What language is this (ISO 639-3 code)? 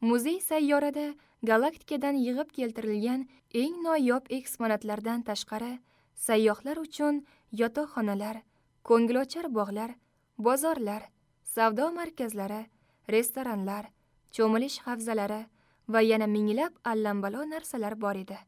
uzb